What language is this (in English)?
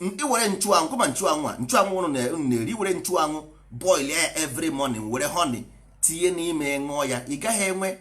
Igbo